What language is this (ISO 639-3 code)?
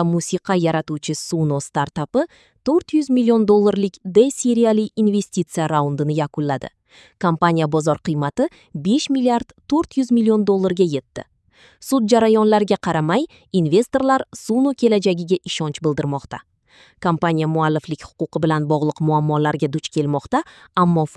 uzb